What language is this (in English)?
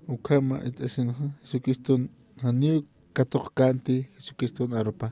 Aymara